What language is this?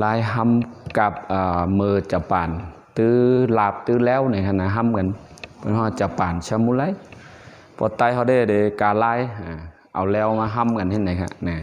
Shan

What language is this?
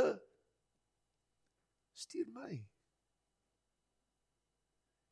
Afrikaans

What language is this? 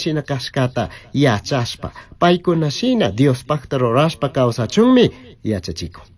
Chimborazo Highland Quichua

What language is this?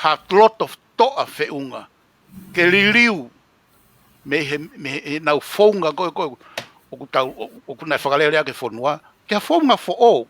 Tongan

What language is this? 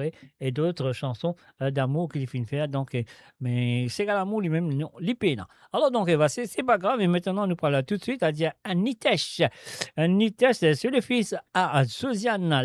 Morisyen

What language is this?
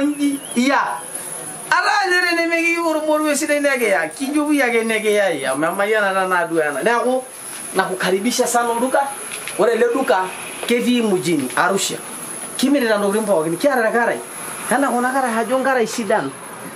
Masai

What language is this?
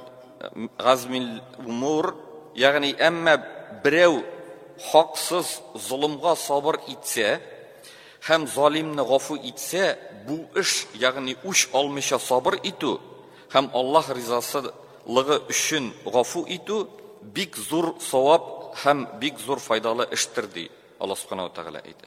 Tatar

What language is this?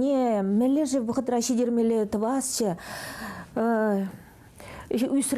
Chuvash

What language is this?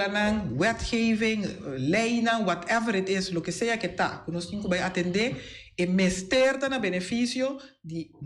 Papiamento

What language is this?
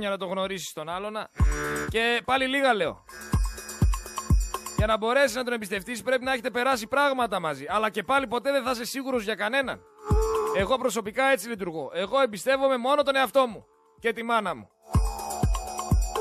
Greek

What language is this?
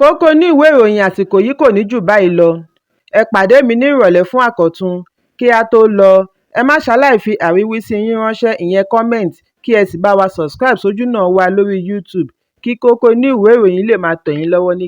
Yoruba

